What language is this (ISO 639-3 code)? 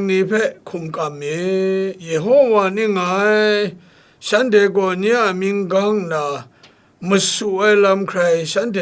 kac